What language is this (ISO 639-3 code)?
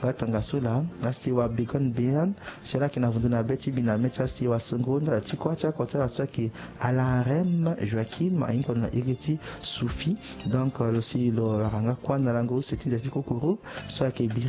sag